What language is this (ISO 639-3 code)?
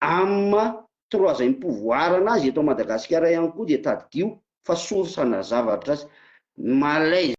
mlg